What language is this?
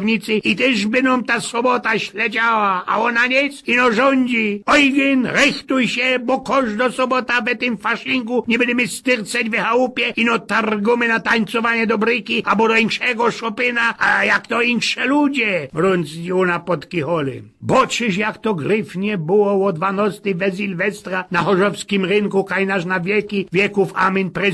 Silesian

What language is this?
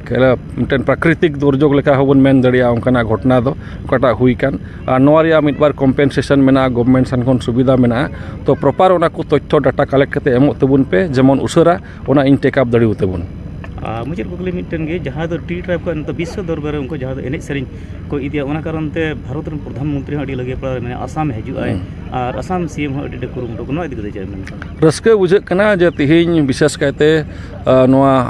Santali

